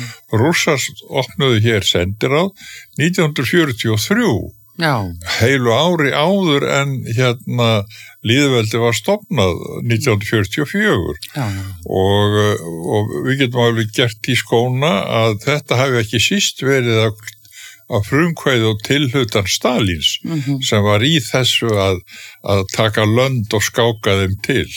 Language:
Icelandic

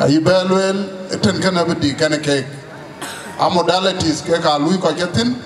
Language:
Dinka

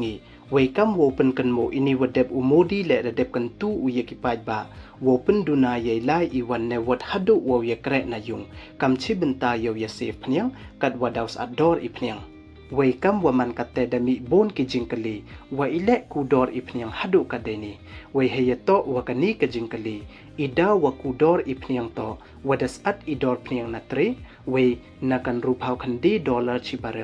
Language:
Pnar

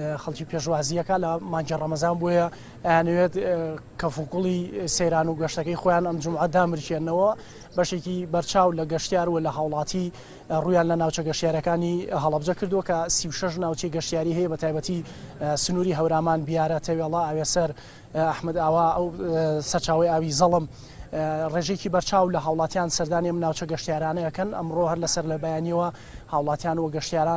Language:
Central Kurdish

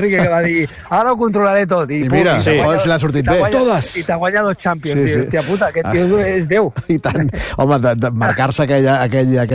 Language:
Catalan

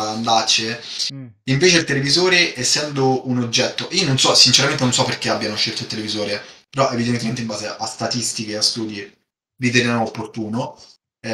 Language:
Italian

